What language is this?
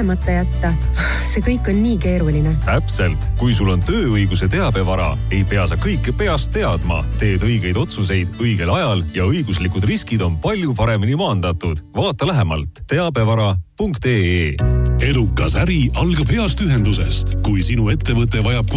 Estonian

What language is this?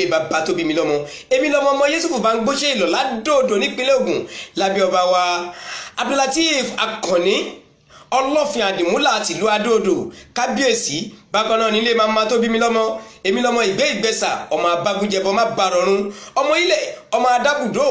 Yoruba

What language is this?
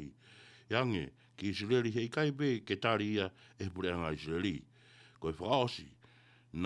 Tongan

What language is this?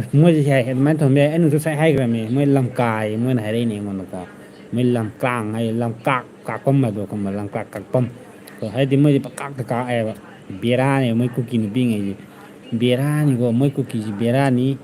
Manipuri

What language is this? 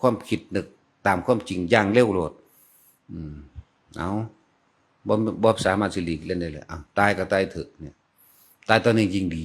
Northeastern Thai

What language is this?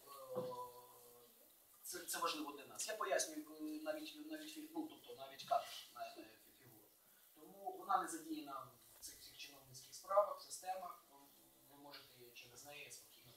Ukrainian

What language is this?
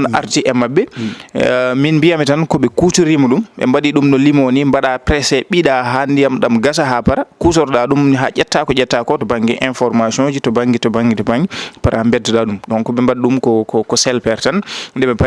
Fula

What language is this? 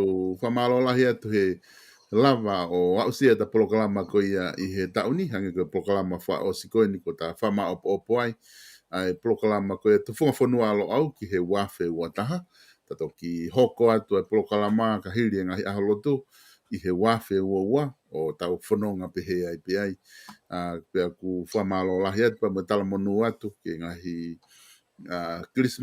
Tongan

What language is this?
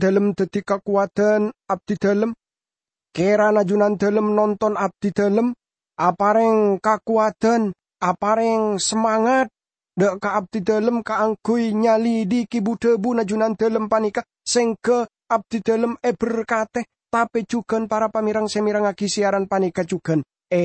Madurese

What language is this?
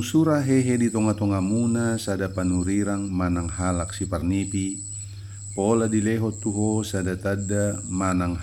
Batak Toba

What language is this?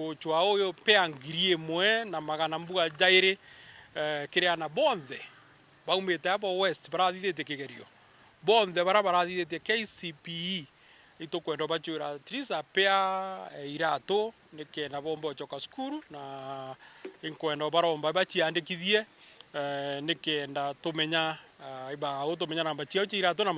Meru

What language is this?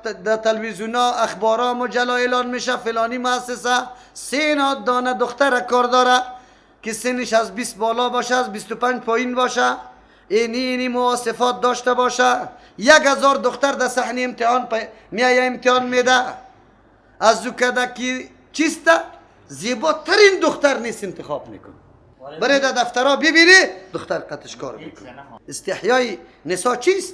Persian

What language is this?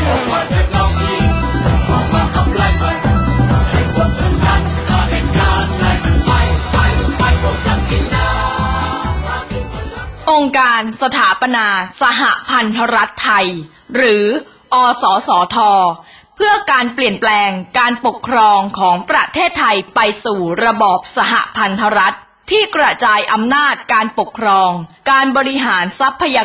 Thai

